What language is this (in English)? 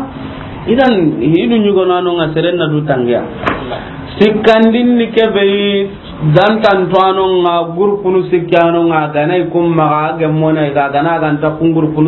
Soninke